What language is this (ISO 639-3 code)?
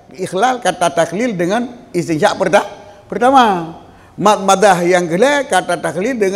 ace